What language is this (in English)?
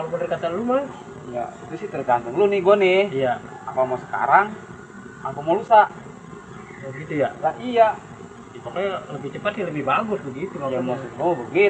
Betawi